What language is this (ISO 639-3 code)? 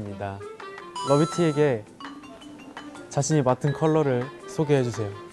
kor